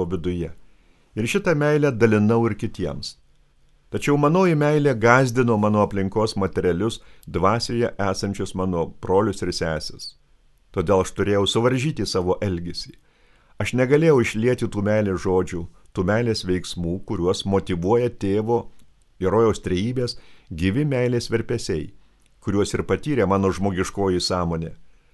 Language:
Lithuanian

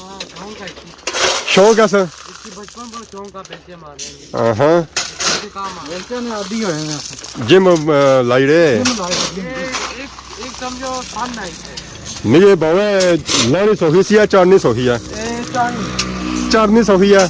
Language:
Pahari-Potwari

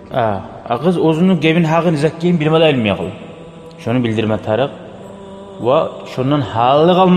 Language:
Kumyk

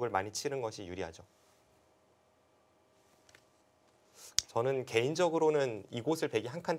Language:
Korean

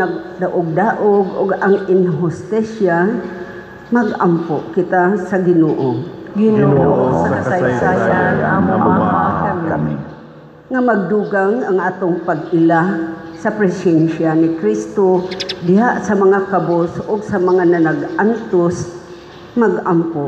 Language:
Cebuano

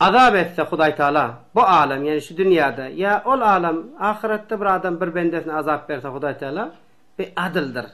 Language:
Turkmen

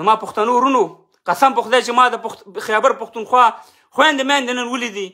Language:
Pashto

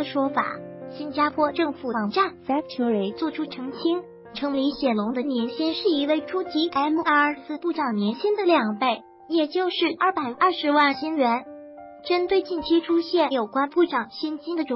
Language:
Chinese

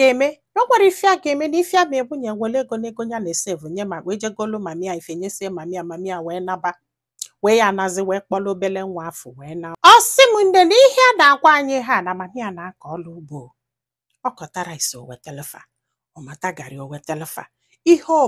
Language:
Igbo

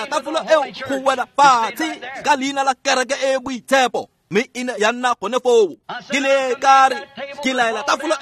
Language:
Tswana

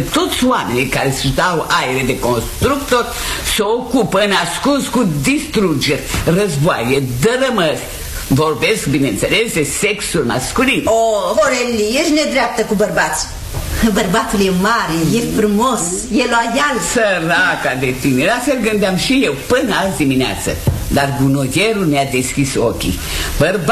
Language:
Romanian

